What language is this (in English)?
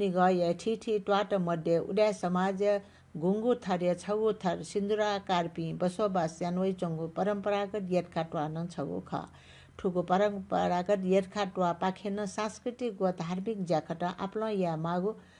Newari